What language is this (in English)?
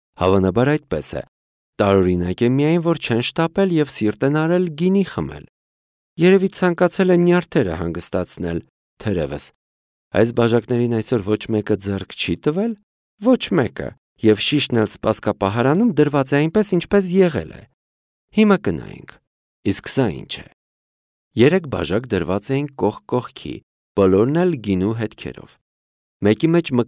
Armenian